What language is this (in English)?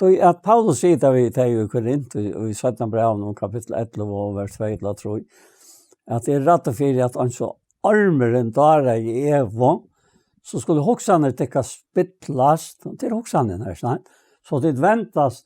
Faroese